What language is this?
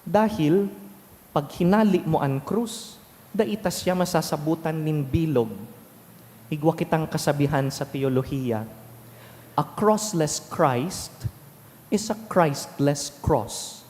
Bikol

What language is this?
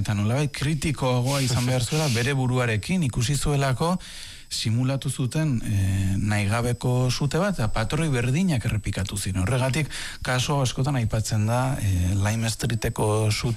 Basque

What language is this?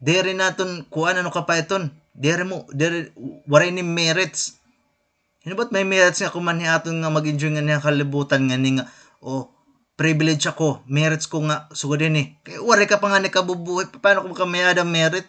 Waray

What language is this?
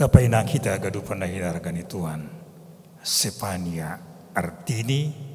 Batak Simalungun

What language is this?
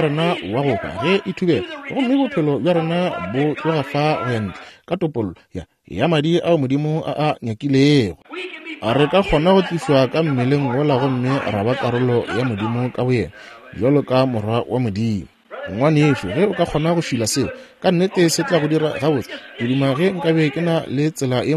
Northern Sotho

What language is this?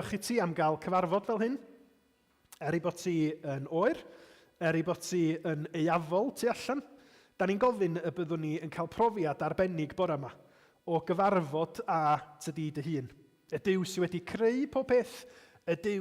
Welsh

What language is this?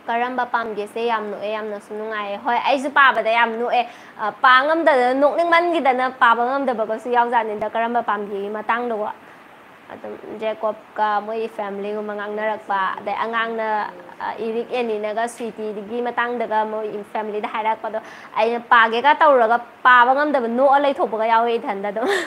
Manipuri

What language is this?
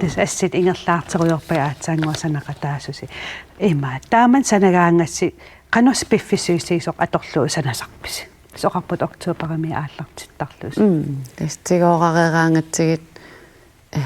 Kalaallisut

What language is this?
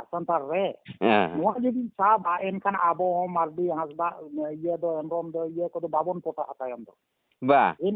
Santali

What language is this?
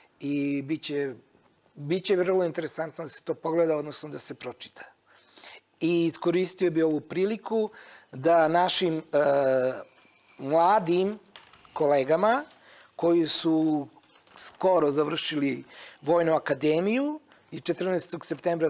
Serbian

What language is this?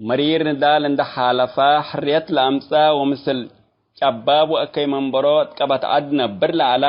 Tigre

